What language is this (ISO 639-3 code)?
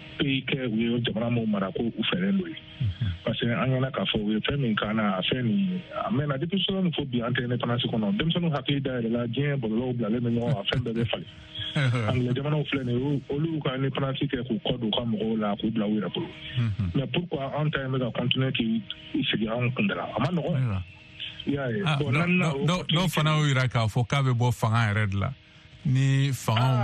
bam